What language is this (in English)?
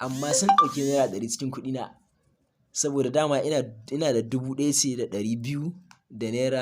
Hausa